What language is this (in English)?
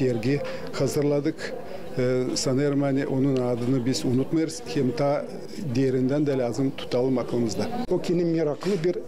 Gagauz